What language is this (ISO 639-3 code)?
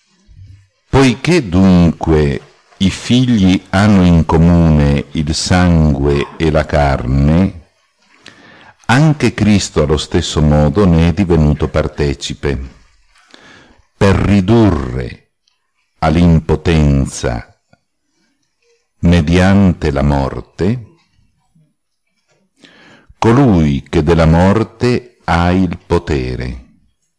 ita